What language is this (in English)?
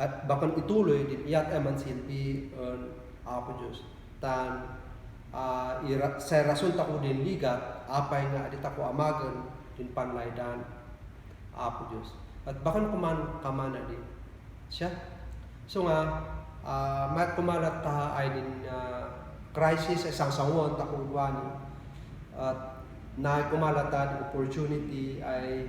Kankanaey